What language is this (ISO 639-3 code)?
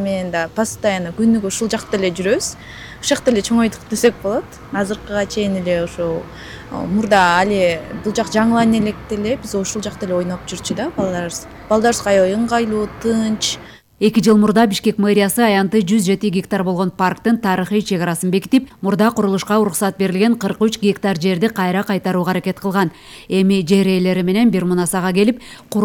kir